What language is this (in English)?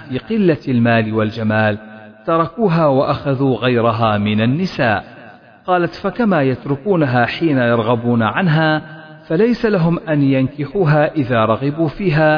Arabic